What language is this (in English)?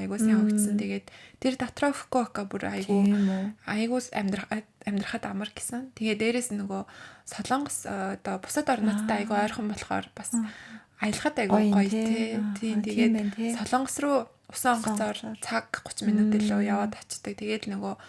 Mongolian